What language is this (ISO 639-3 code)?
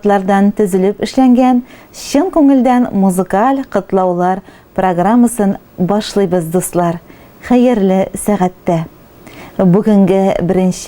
tat